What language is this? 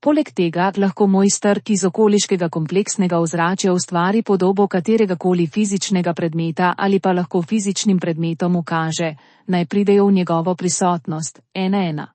Slovenian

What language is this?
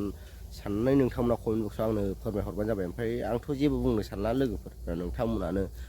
Bodo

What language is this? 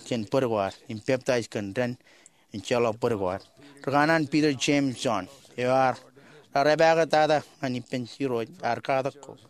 Marshallese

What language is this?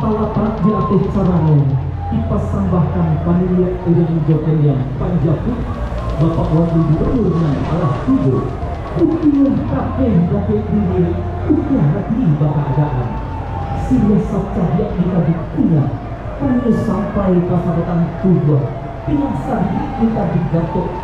Minangkabau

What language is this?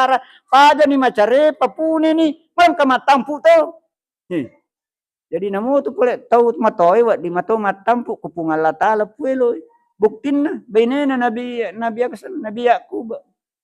Buginese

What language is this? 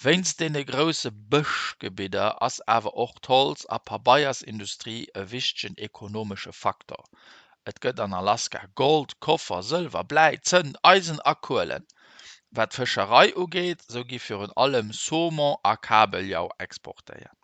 Luxembourgish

